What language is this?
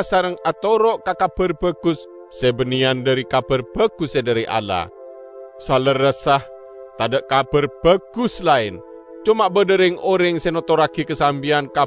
Madurese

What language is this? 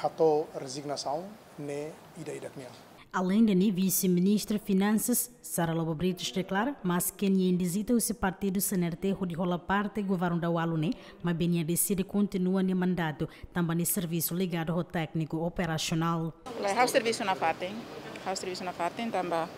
Tetum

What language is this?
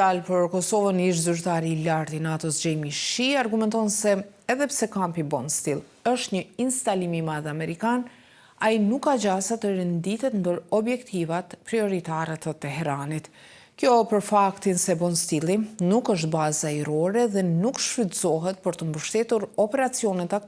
Albanian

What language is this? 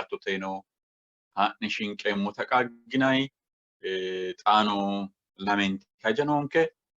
Sidamo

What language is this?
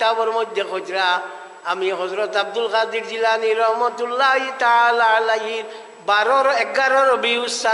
Sylheti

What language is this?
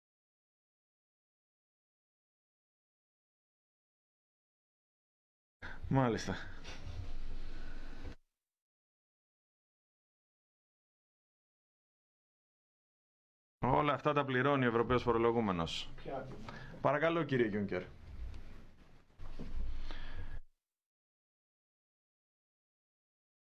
Greek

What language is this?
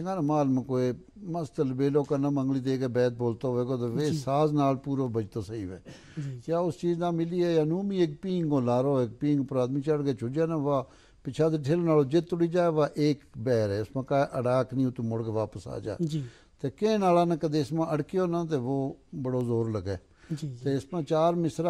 Gujari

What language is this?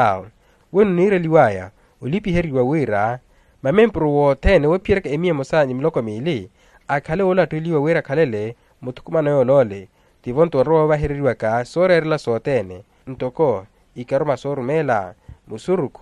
Makhuwa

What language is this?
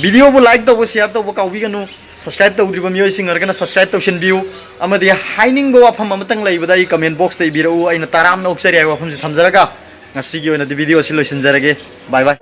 Manipuri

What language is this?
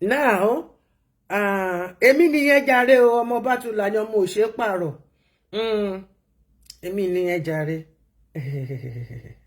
Yoruba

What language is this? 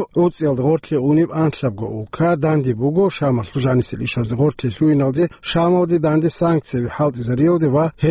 Avaric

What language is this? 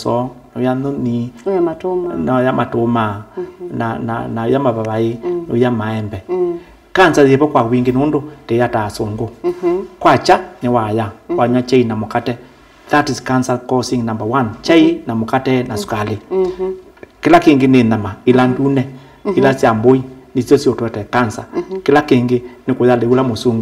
Kamba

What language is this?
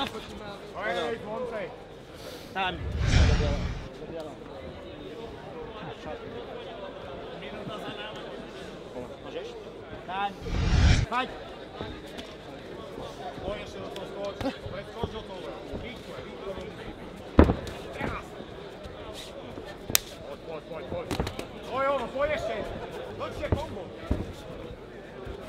Slovak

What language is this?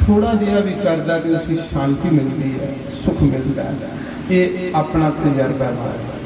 Dogri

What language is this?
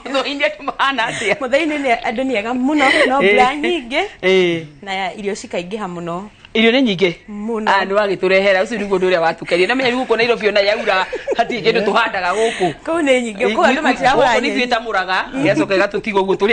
Kikuyu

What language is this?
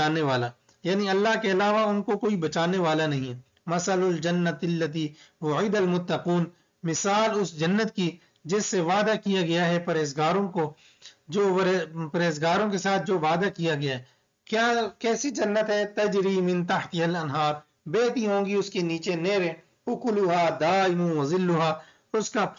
Urdu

